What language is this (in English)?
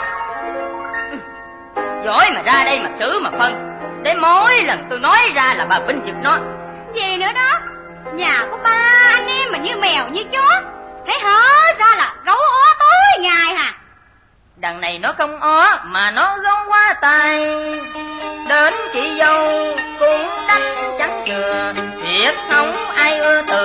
Vietnamese